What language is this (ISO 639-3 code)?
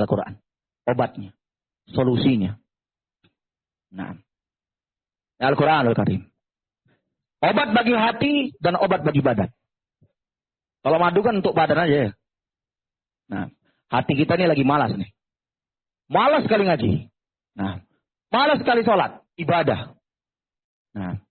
ind